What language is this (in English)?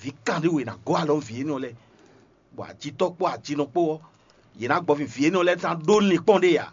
Fon